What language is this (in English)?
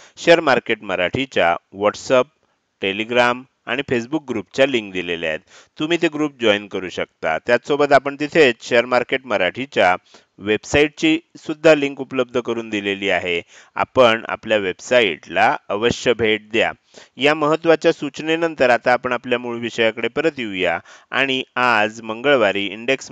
Marathi